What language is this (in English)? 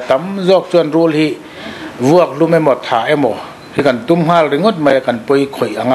Mizo